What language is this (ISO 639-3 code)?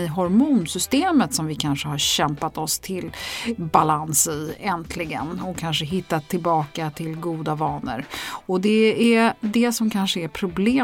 swe